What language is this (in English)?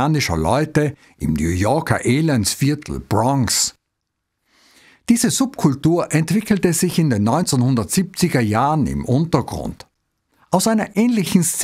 German